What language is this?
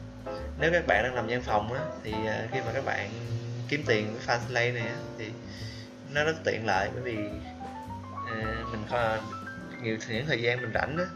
Vietnamese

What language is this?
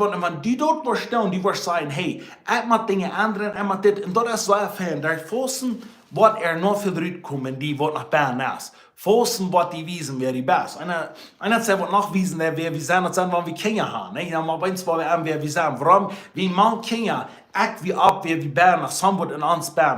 Plautdietsch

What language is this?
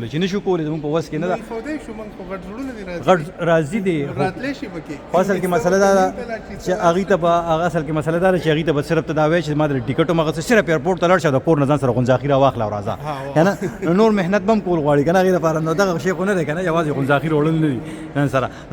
Pashto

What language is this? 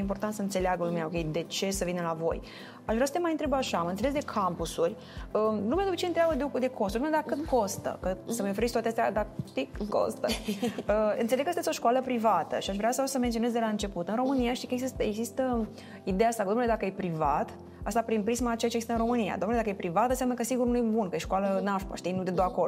Romanian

